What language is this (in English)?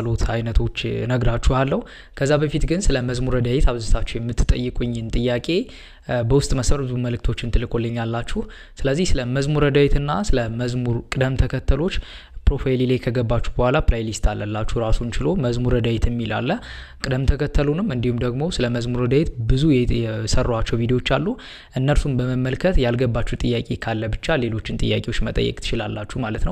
Amharic